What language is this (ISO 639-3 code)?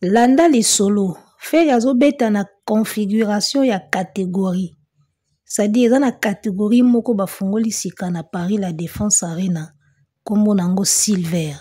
lin